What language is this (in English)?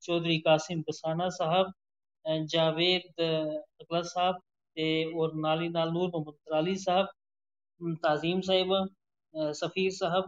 Gujari